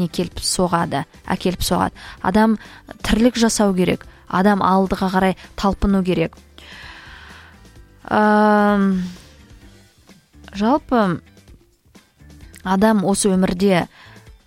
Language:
Kazakh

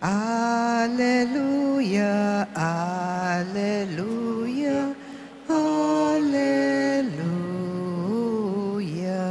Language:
Pampanga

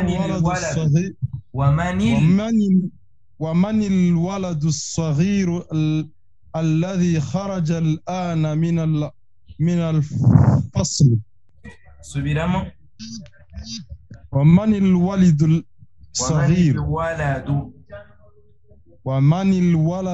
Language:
Kinyarwanda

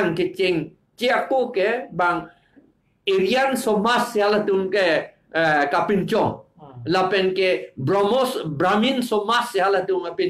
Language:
Karbi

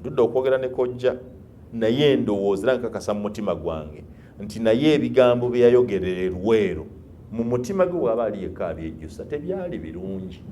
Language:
Ganda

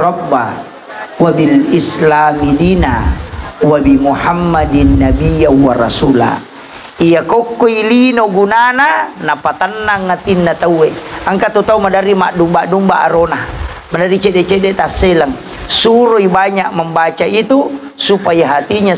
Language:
Buginese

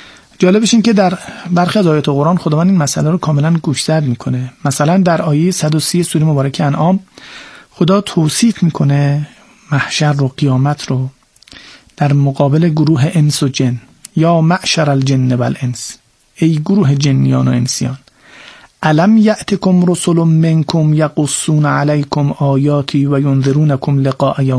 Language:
Persian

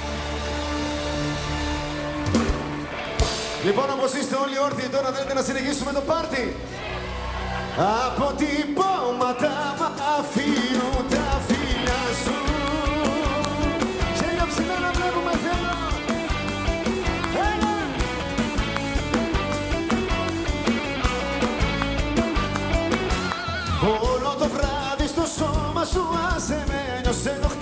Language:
Greek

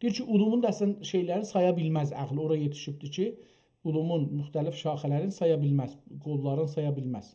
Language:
South Azerbaijani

